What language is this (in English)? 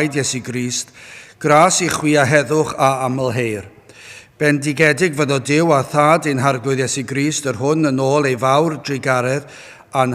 Welsh